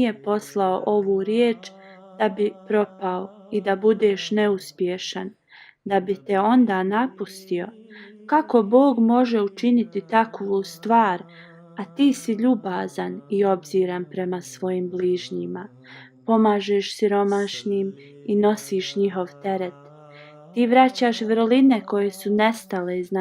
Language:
Bosnian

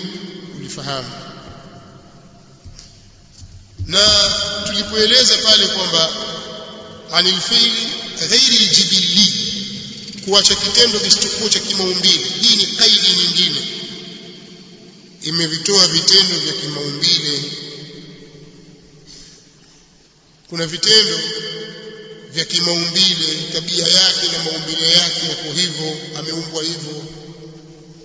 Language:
Swahili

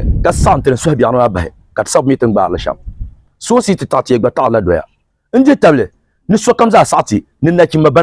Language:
Dagbani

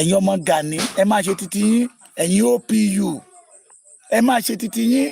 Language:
Yoruba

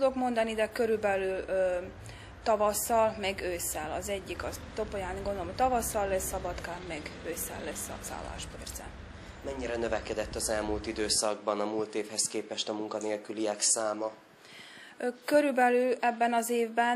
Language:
Hungarian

